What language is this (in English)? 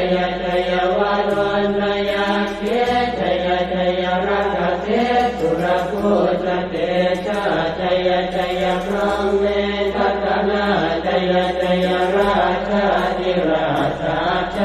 Pali